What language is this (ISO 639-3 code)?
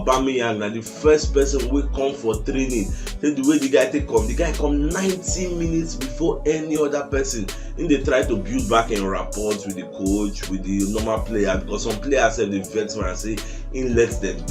pcm